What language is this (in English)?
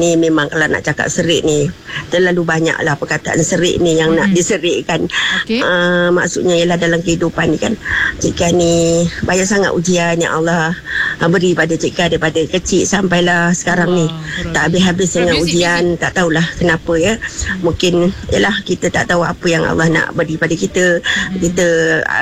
Malay